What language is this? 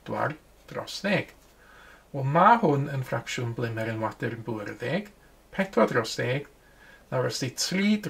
Welsh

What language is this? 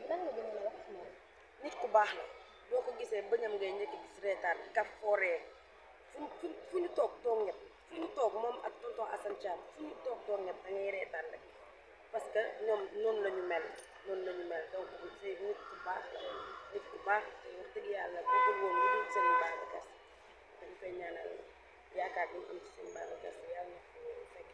Wolof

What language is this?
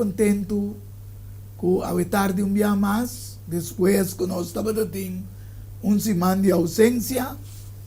Papiamento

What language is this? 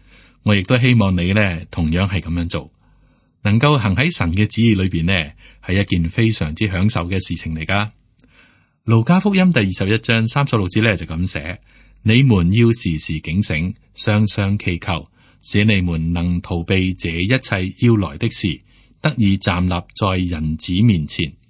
Cantonese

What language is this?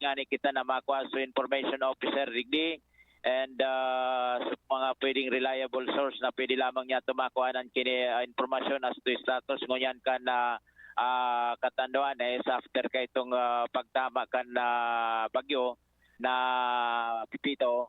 Bikol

